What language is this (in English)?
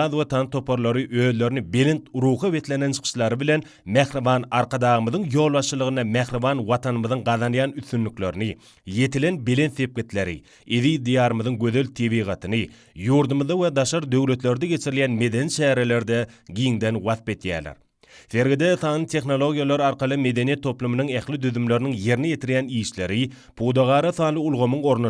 Turkmen